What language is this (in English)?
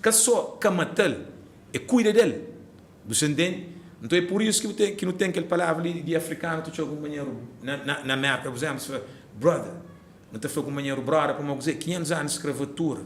Kabuverdianu